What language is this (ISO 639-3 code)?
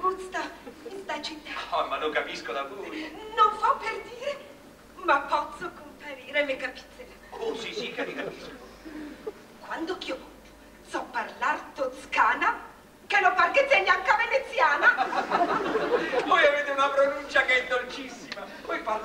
ita